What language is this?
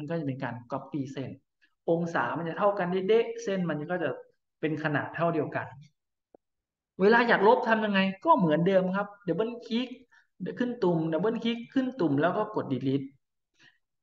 Thai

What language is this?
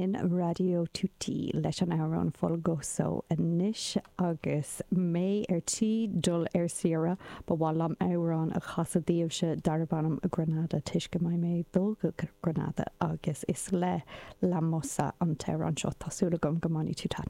Irish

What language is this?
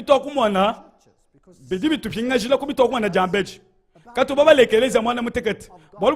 Luba-Lulua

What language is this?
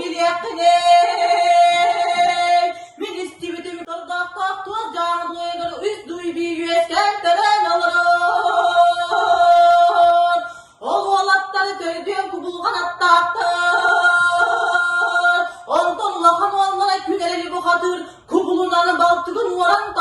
Yakut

